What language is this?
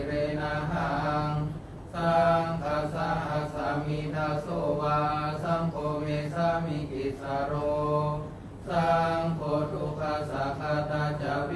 Pali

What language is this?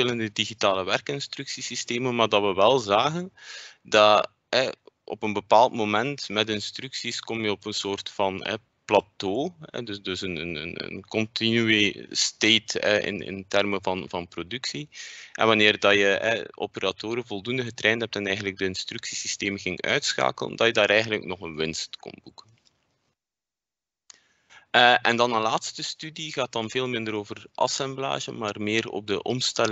Dutch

